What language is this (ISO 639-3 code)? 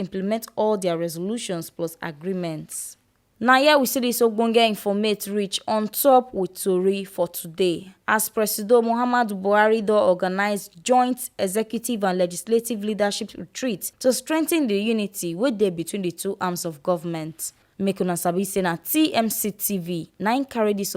pcm